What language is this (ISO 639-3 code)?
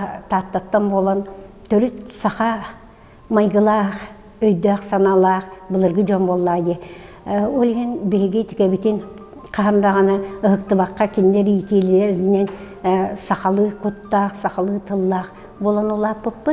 sah